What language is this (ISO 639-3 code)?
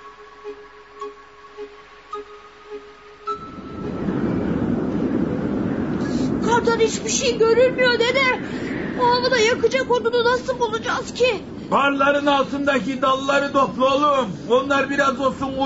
tur